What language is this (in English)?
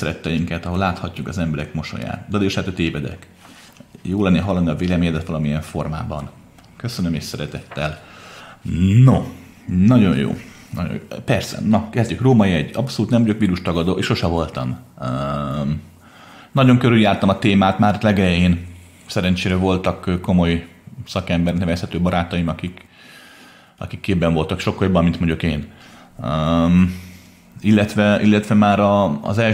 Hungarian